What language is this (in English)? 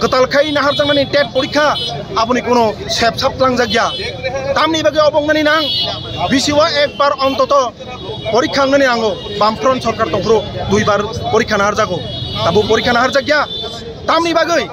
Kok Borok